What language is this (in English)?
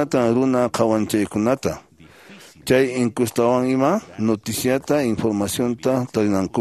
Quechua